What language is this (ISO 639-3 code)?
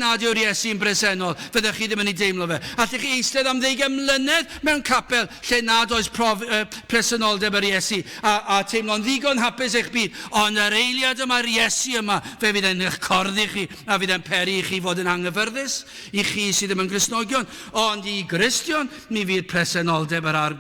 cym